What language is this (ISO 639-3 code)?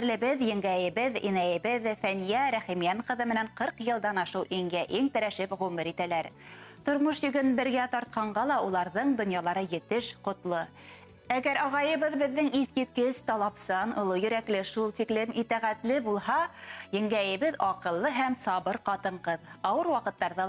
bak